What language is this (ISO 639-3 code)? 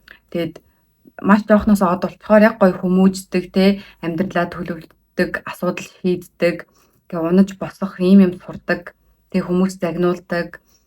mon